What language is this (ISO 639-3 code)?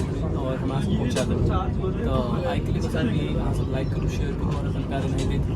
mai